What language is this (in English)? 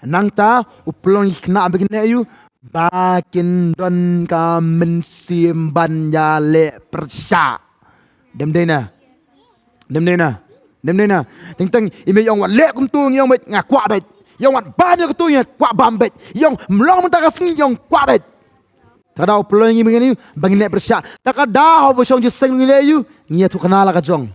Khasi